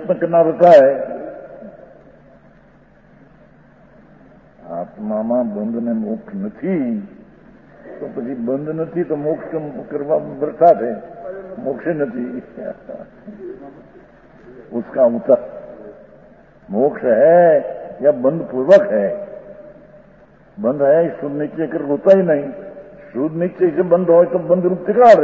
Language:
Gujarati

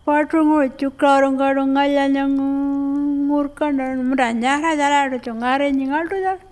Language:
Pitjantjatjara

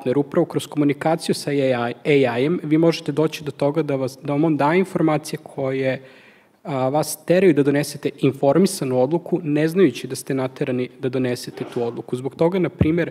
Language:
Serbian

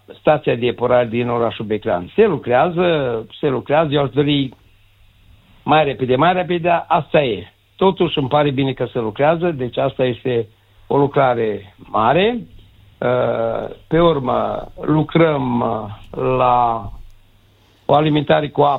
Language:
Romanian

